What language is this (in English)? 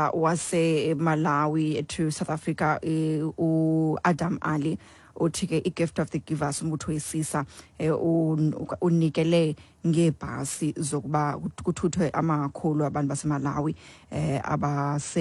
Xhosa